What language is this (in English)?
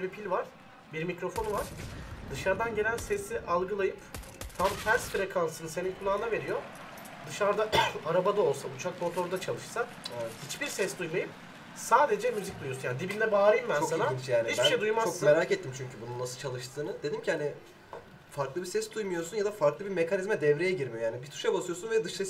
Turkish